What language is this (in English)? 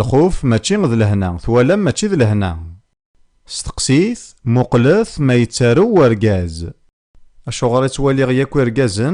Kabyle